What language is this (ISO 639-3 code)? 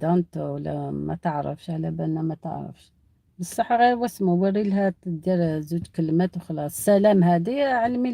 arq